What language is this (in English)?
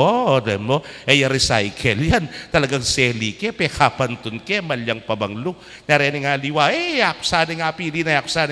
Pampanga